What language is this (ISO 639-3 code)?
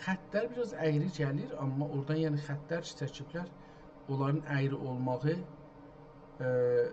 azb